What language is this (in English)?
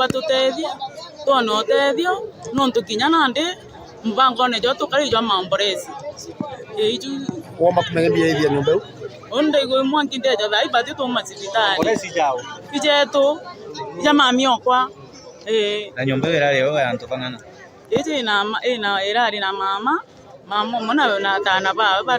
Meru